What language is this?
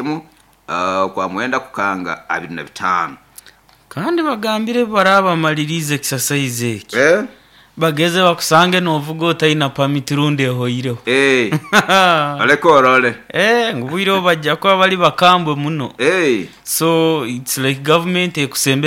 Nyoro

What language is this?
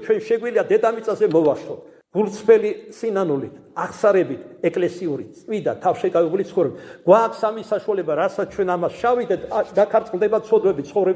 Georgian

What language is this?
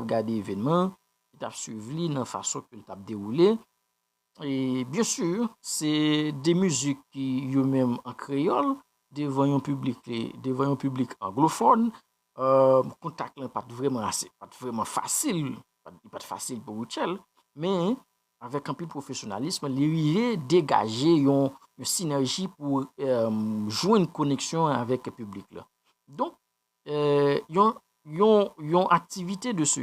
Haitian Creole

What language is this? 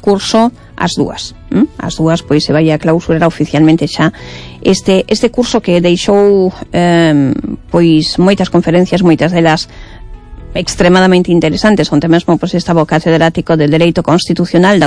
Galician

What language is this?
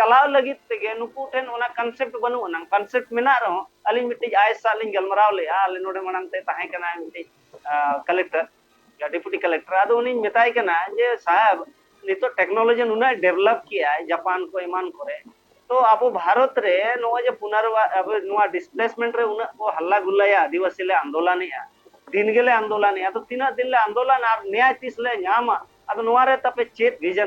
Santali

